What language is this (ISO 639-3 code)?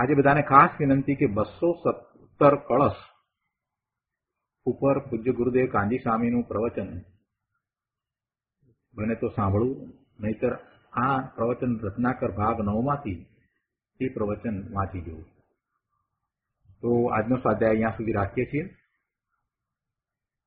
guj